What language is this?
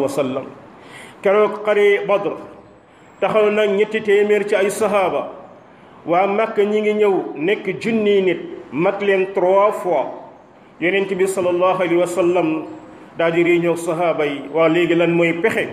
Wolof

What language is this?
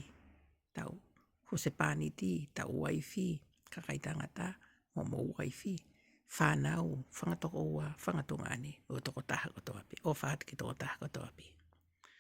Tongan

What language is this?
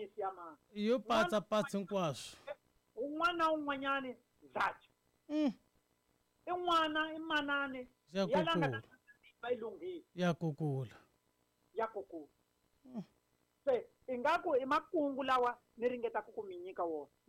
Tsonga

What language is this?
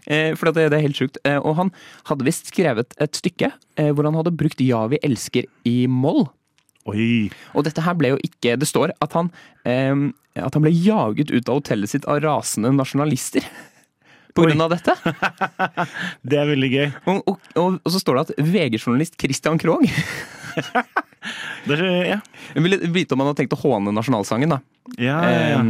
Norwegian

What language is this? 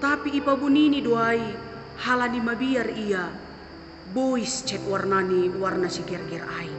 Batak Simalungun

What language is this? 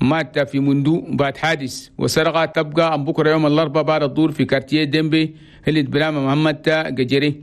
Chadian Arabic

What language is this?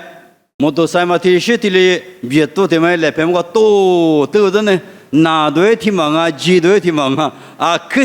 Lisu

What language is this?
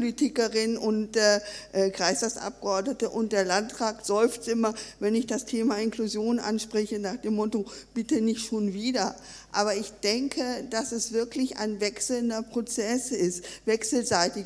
German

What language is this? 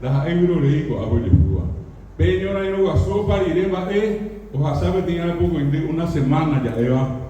Guarani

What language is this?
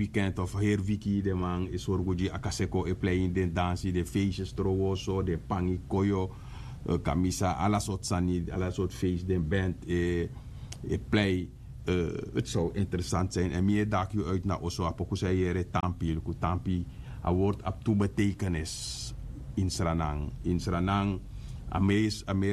Sranan Tongo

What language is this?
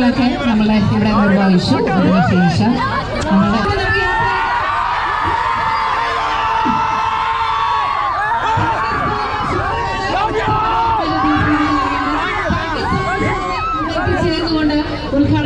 Malayalam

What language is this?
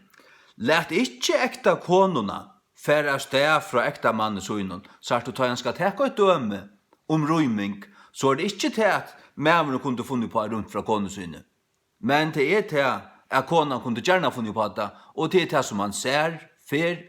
Faroese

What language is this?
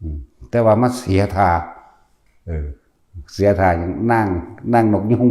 Northeastern Thai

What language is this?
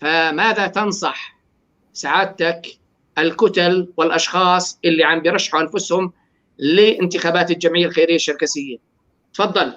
North Levantine Arabic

